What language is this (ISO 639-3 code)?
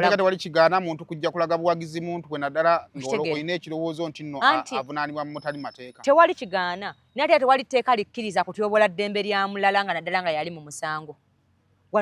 lug